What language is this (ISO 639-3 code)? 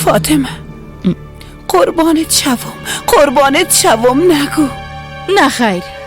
fas